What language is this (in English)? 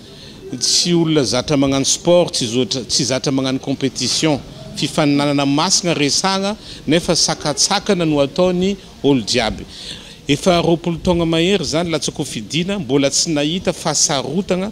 Malagasy